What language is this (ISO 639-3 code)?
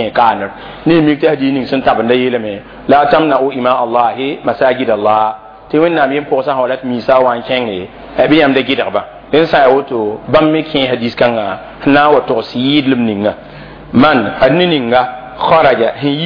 mos